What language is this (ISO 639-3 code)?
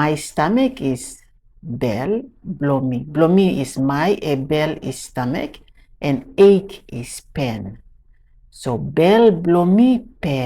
tpi